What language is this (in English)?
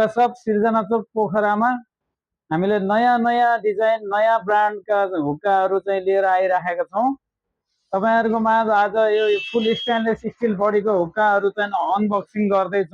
Nepali